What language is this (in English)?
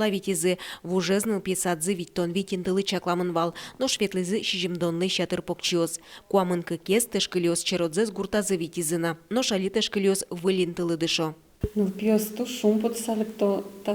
Udmurt